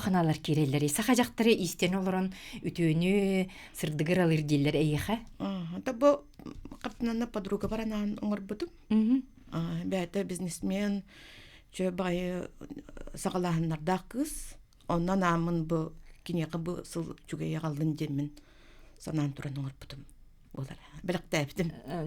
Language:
Yakut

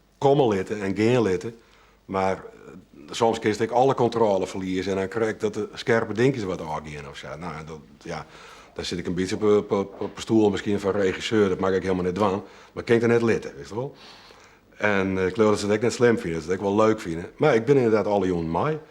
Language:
Western Frisian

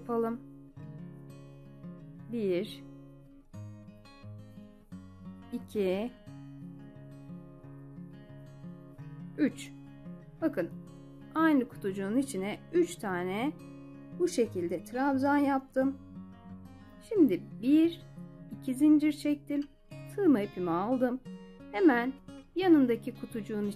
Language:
Turkish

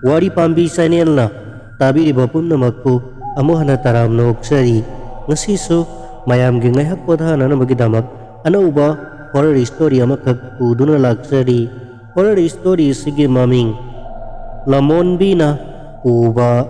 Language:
Manipuri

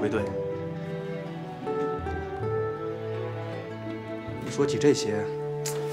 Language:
Chinese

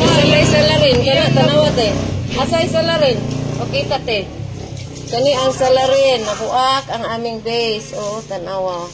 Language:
Cebuano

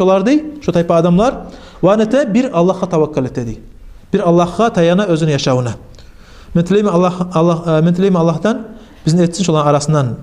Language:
Kumyk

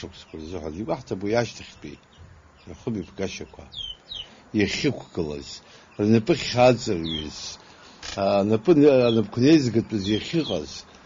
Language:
Abkhazian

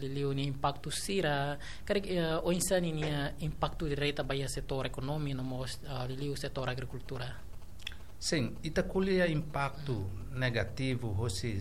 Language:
Tetum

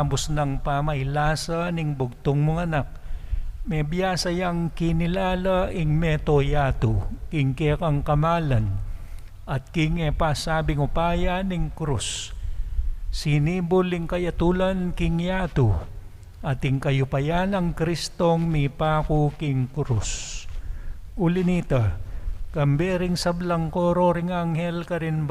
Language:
Pampanga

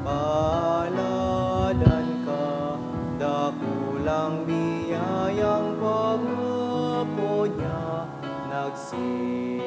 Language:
Bikol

